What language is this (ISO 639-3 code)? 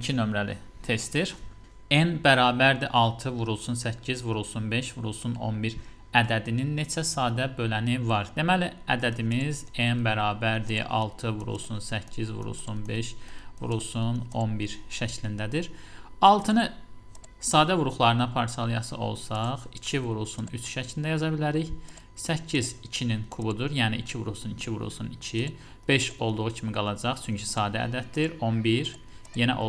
aze